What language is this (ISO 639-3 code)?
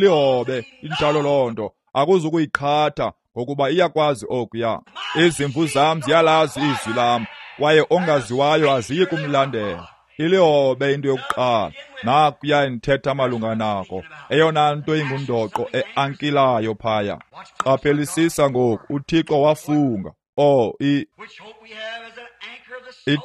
xho